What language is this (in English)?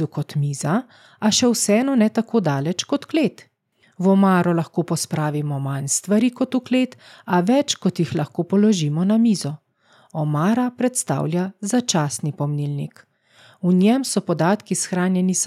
Slovenian